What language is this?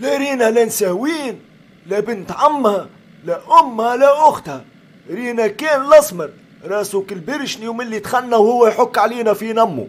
Tunisian Arabic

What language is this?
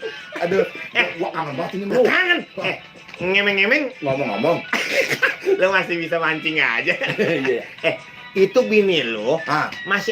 Betawi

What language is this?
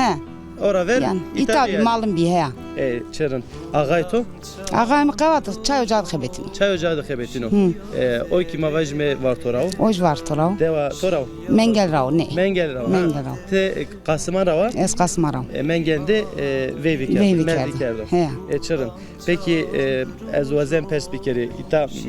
Zaza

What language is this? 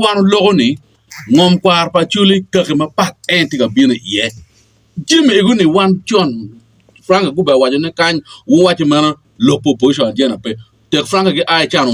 Acoli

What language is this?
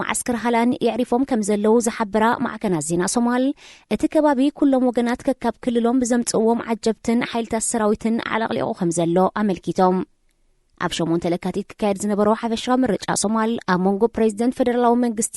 Tigrinya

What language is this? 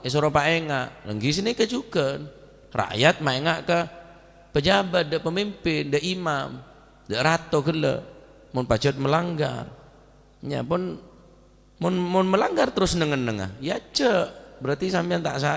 Madurese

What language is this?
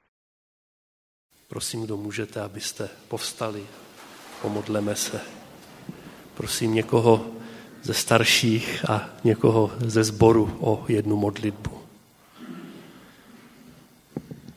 Czech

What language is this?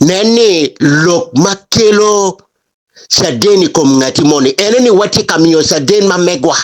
Acoli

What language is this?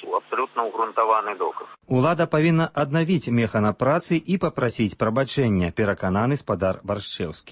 Belarusian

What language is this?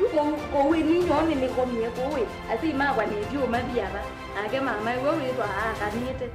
Kamba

